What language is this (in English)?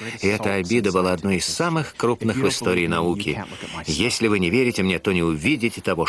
Russian